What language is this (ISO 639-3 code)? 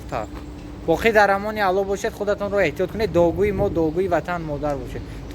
tgk